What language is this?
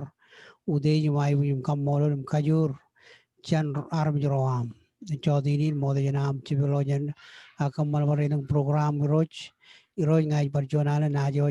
Marshallese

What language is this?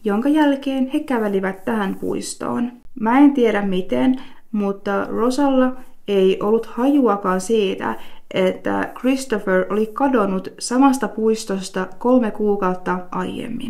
Finnish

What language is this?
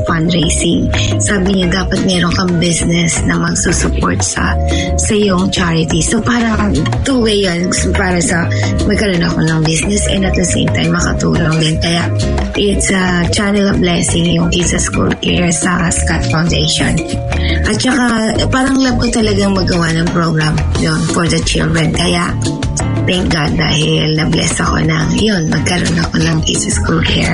Filipino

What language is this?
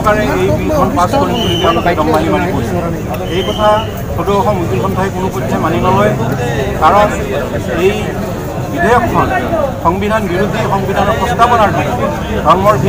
Assamese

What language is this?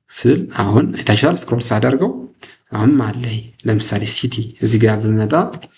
Amharic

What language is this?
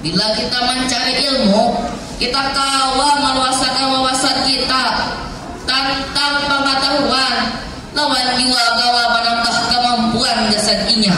Banjar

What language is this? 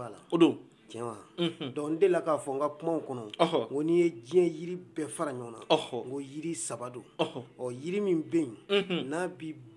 Bambara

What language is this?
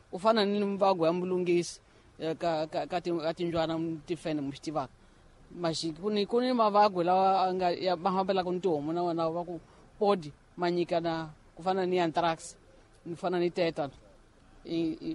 Tsonga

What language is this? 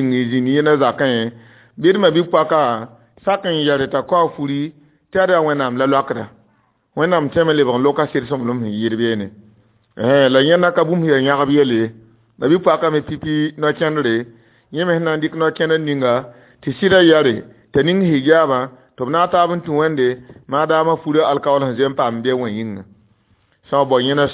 Mossi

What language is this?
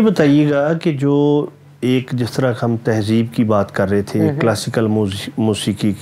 Urdu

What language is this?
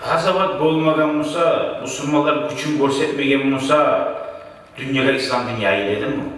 Kumyk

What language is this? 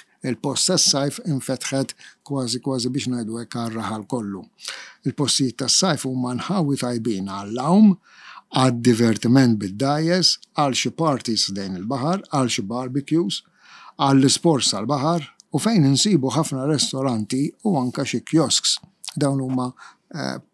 Maltese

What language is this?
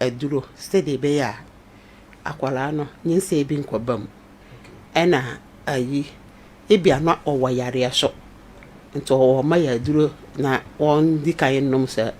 Akan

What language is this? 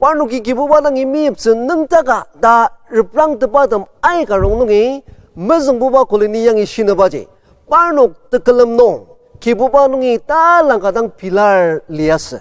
Ao Naga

